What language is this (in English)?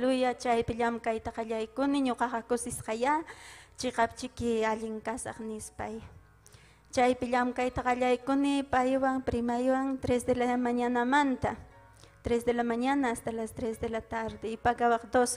Ayacucho Quechua